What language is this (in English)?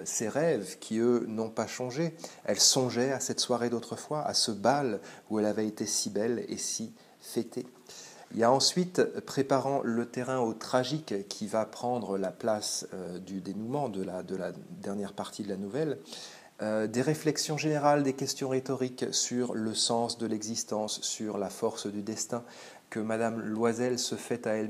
French